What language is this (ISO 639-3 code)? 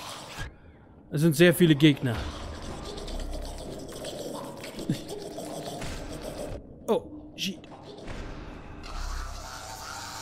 deu